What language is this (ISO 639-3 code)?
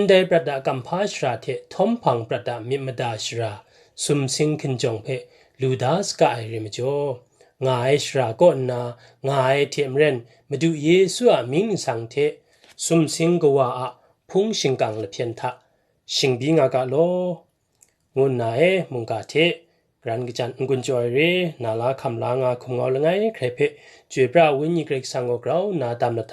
kac